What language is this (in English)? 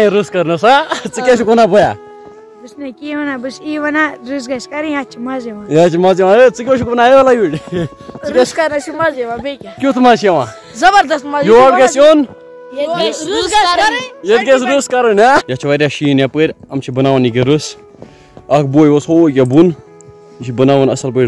Kashmiri